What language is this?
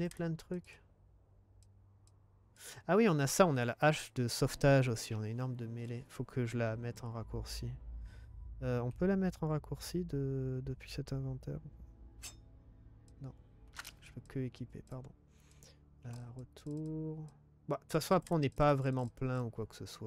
French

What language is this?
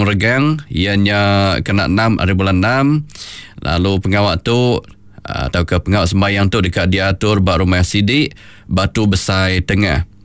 Iban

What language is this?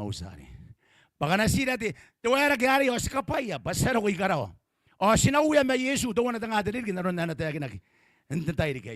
Gilbertese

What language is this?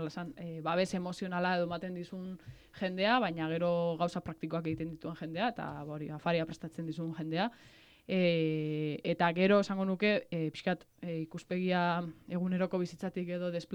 Basque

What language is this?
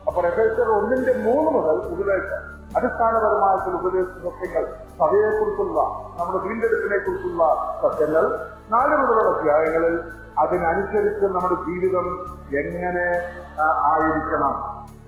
Malayalam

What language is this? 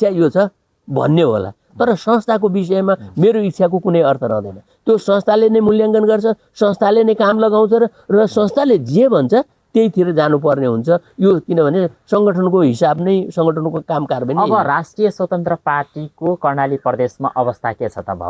Nepali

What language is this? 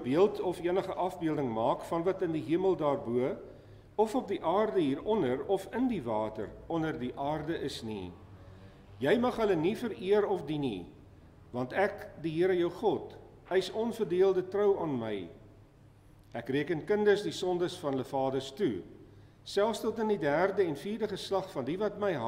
Afrikaans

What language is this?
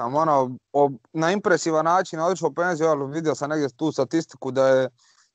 Croatian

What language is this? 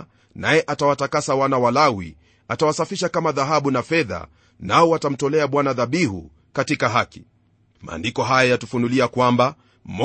Swahili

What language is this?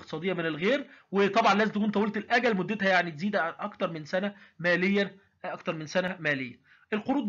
Egyptian Arabic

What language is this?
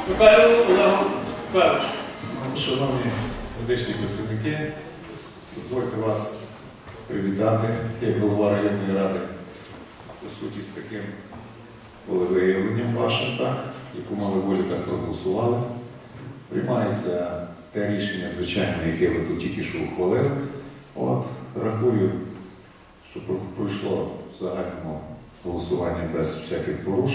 Ukrainian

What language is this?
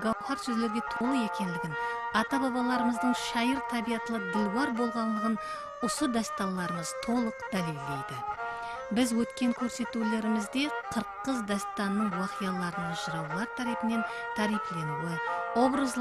Kara-Kalpak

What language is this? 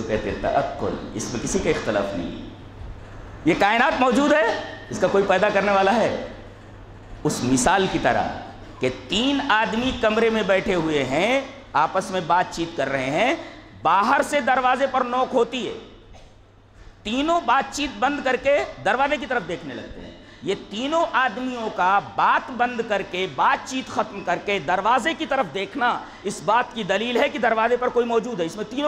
Urdu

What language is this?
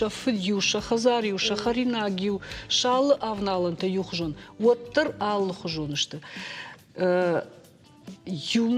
Ossetic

